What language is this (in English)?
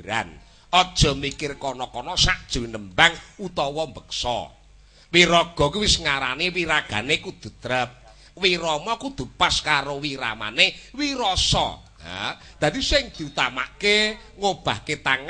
Javanese